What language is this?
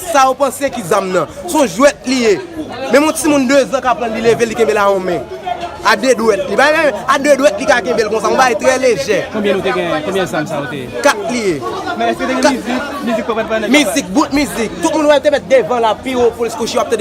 Haitian Creole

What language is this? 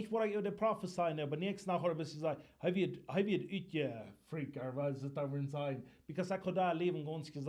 Plautdietsch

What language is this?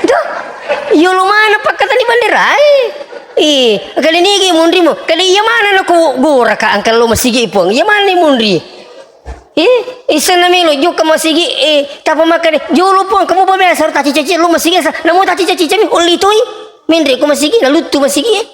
Buginese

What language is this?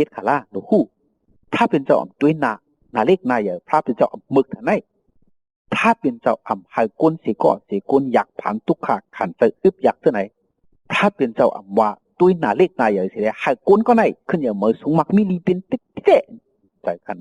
Shan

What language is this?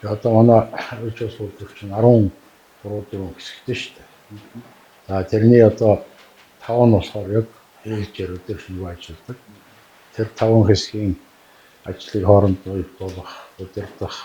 Mongolian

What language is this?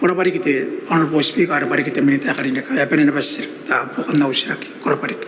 Gilbertese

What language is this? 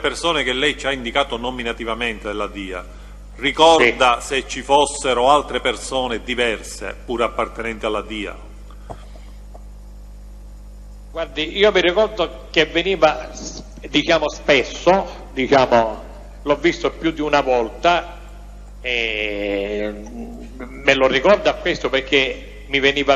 Italian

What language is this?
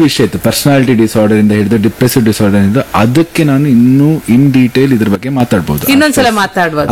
Kannada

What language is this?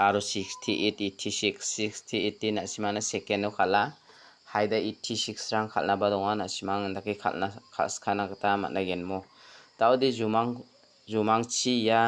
Garo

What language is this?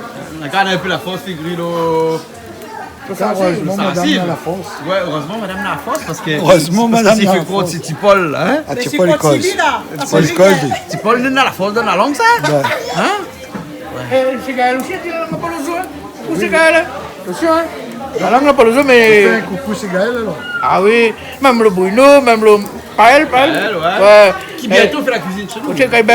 Réunion Creole French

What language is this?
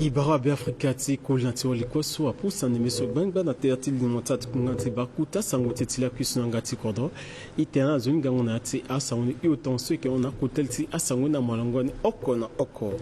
Sango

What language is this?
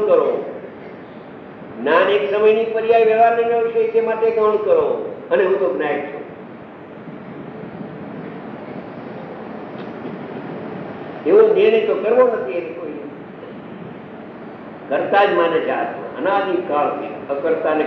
Gujarati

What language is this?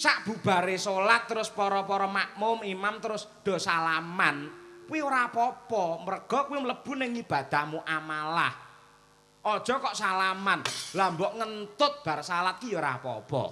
Javanese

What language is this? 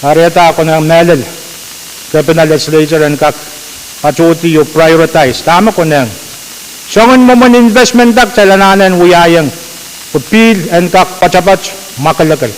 Pohnpeian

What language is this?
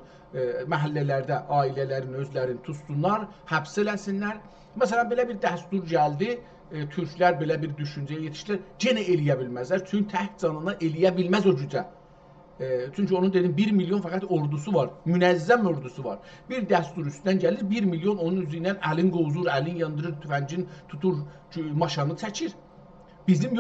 South Azerbaijani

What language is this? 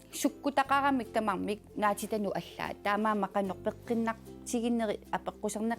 Kalaallisut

